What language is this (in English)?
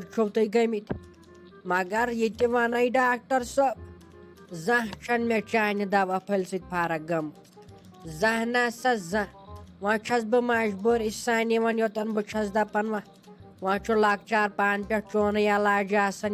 Kashmiri